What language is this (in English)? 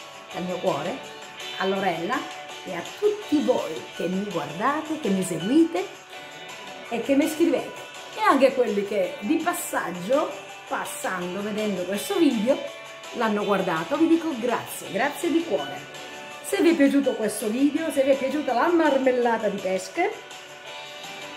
Italian